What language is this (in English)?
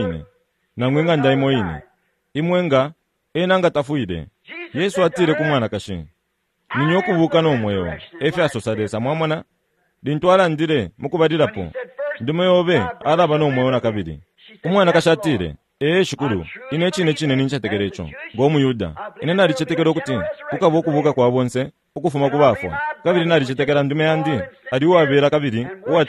Bemba